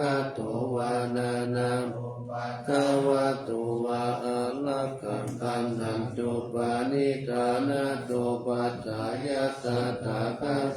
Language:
Pali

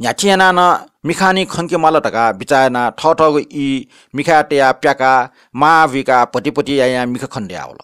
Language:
Newari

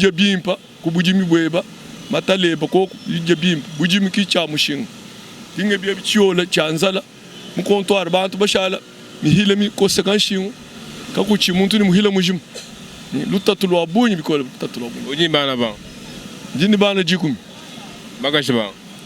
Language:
Luba-Lulua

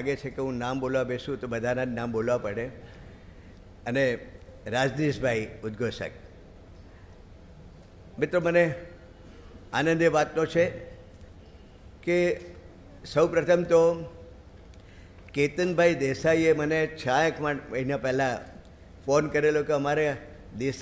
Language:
Gujarati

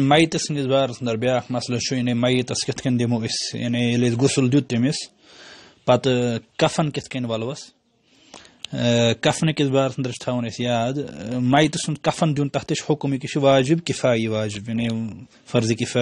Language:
Kashmiri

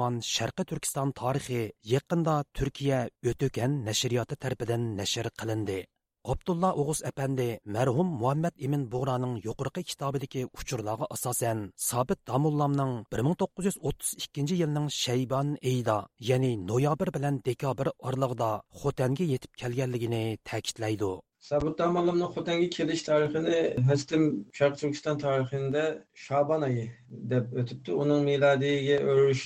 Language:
Uyghur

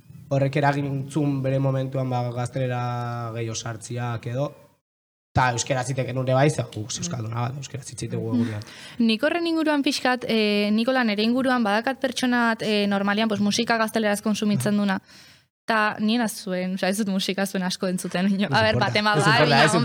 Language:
Basque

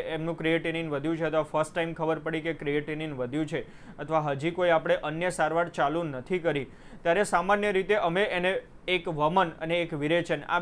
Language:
Gujarati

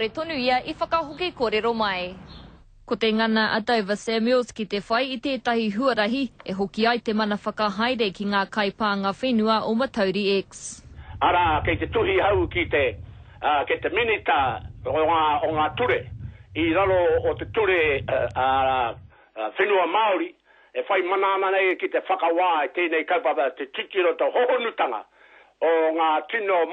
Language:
Māori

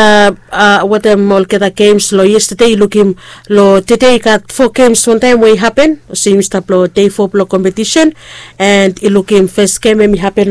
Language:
Bislama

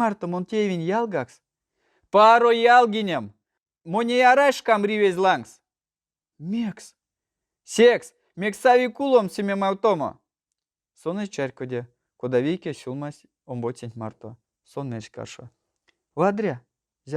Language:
Erzya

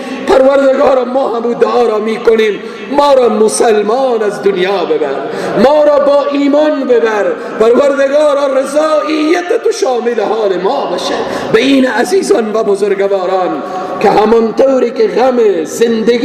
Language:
Persian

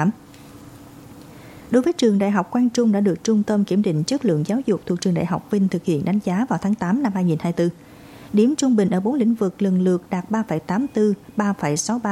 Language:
Vietnamese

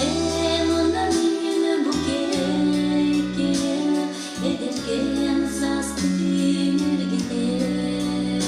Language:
Yakut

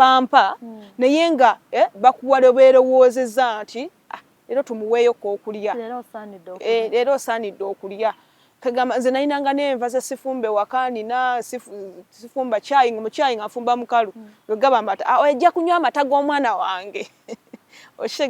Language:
Ganda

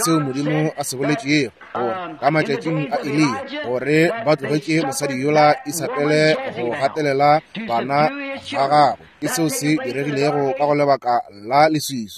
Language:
Northern Sotho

